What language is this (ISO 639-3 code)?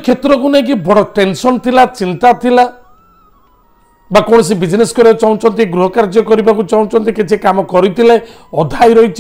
ori